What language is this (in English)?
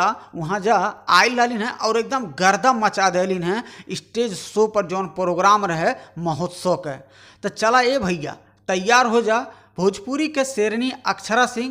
Bhojpuri